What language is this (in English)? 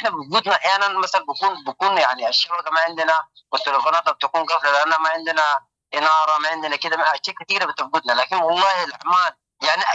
Sudanese Arabic